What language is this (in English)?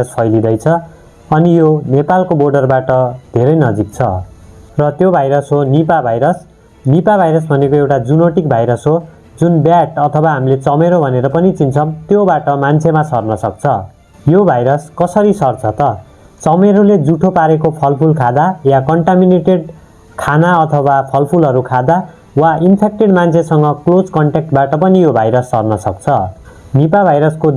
Nepali